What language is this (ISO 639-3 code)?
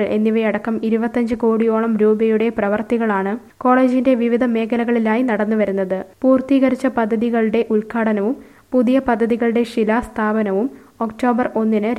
mal